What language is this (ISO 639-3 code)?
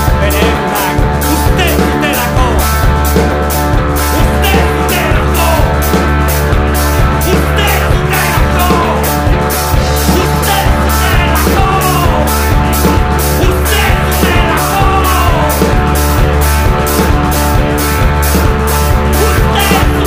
eus